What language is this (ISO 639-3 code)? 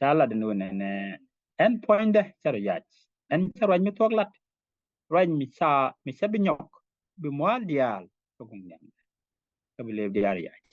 nus